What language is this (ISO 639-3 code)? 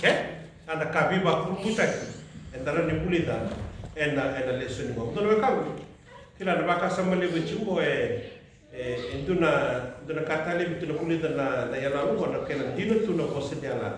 fij